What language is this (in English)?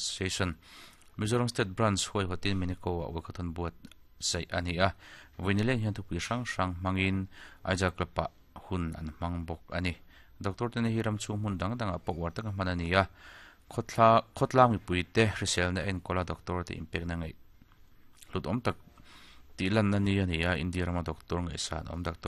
Mizo